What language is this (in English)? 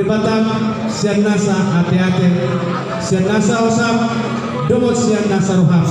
Batak Toba